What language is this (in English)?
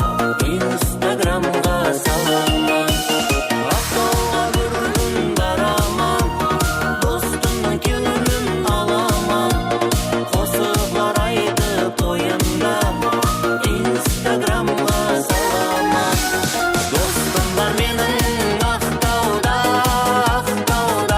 Kara-Kalpak